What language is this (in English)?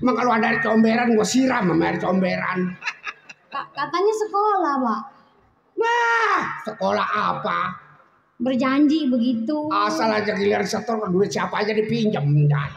Betawi